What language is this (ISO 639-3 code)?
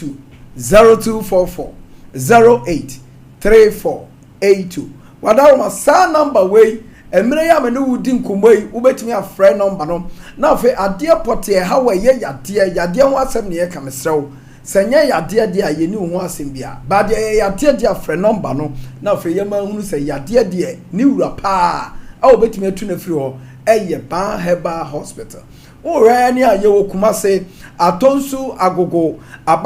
aka